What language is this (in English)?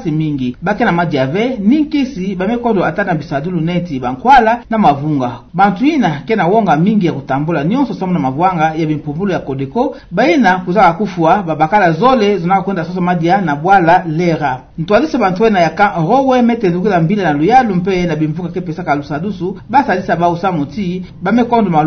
Kituba (Democratic Republic of Congo)